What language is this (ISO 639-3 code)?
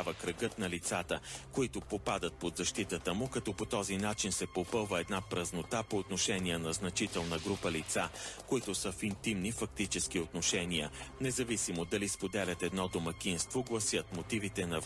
bul